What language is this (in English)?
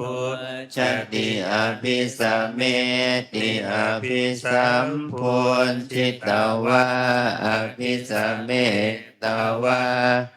Pali